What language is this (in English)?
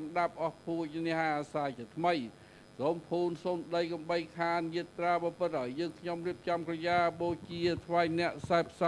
Khmer